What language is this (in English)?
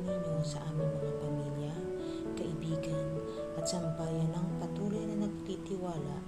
Filipino